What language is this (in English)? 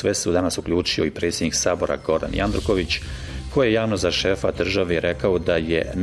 Bosnian